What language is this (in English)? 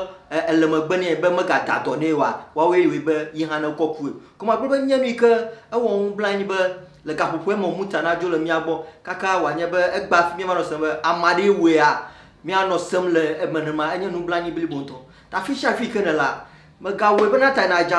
Ewe